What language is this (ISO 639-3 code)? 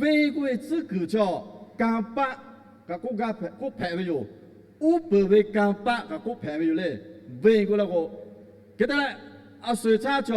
lhu